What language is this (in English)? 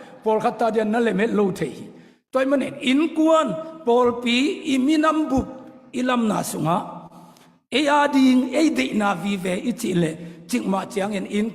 Tedim Chin